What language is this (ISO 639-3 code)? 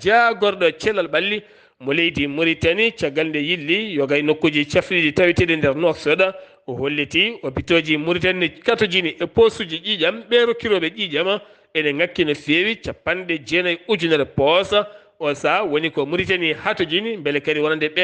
ful